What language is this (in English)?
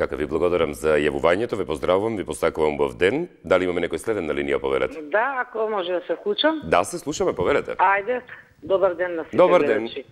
Macedonian